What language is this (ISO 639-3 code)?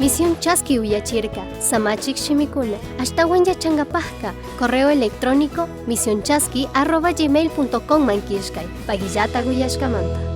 qug